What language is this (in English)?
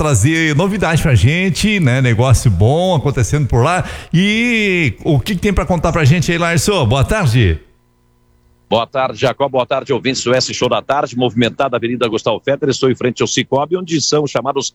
Portuguese